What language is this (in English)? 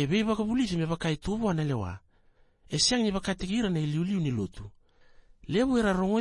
Fijian